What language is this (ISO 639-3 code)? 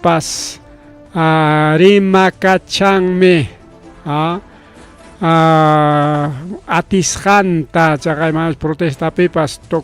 quy